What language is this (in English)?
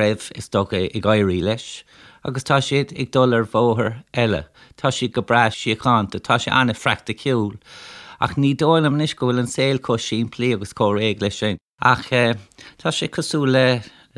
Irish